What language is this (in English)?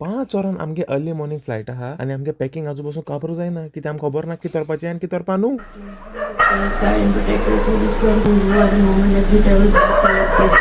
Konkani